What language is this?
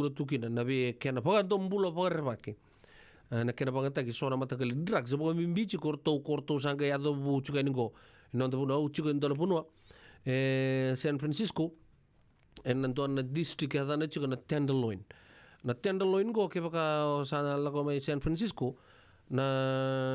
Fijian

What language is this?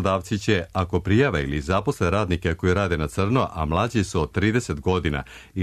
Serbian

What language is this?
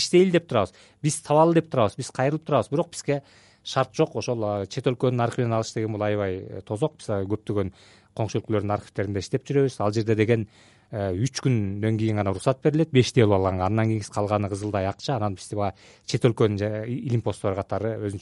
Kyrgyz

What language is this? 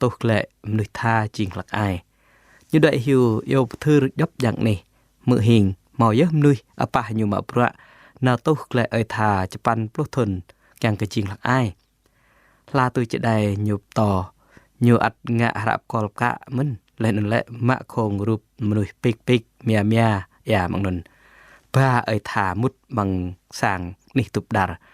Jarai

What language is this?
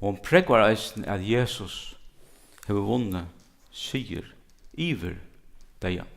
Faroese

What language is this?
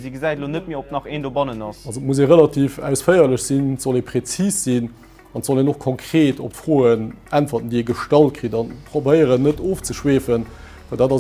Luxembourgish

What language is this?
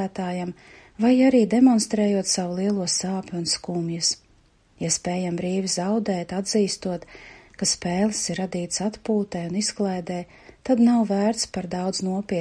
Latvian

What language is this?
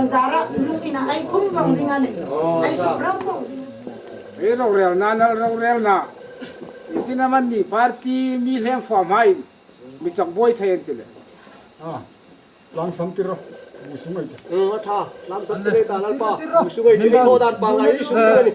Hmar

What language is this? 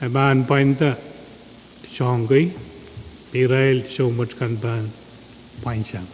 Pohnpeian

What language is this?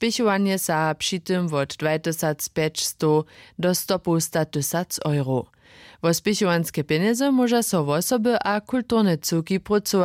Upper Sorbian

